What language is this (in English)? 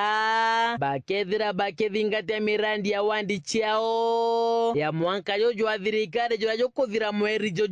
Meru